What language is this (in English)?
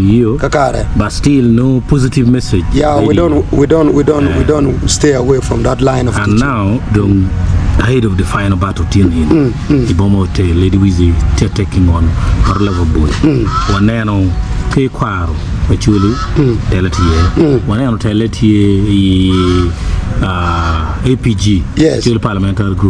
Acoli